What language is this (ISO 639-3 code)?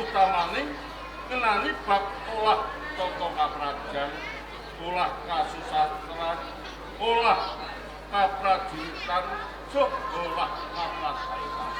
jav